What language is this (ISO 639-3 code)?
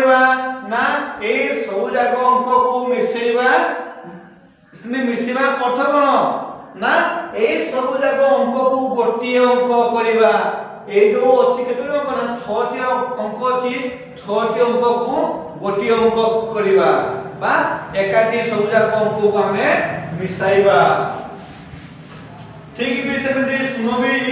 ori